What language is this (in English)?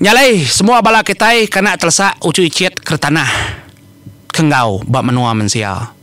Iban